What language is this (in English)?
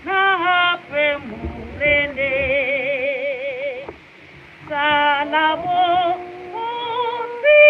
Northern Sotho